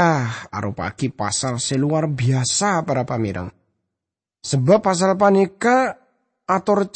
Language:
Madurese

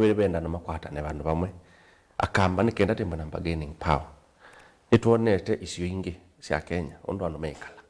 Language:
Kamba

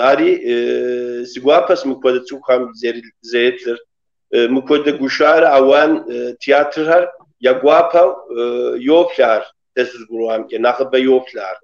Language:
Kabardian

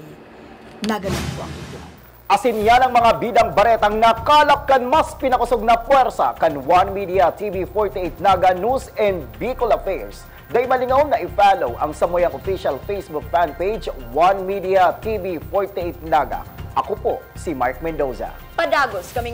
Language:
Bikol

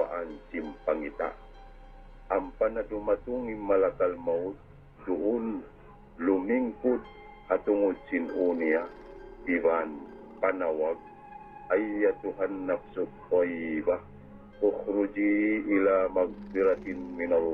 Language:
Tausug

